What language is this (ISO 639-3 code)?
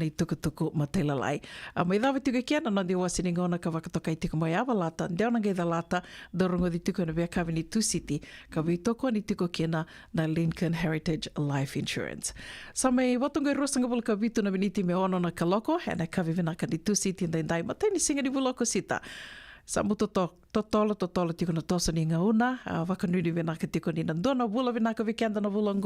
fij